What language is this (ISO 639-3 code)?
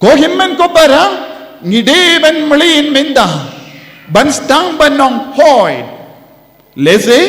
kha